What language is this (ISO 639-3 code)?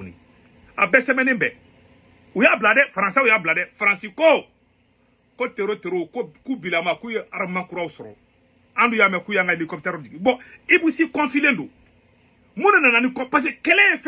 bam